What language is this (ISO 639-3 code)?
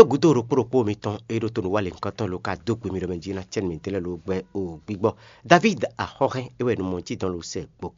fon